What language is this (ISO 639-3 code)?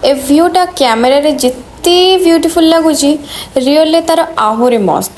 ori